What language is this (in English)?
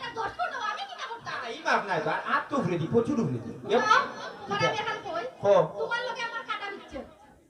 Sylheti